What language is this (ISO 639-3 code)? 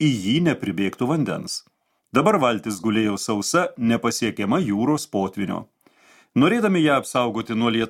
lit